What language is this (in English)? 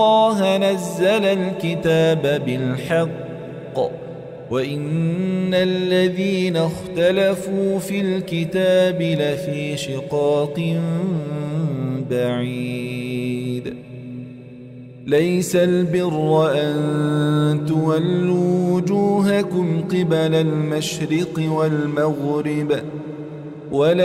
Arabic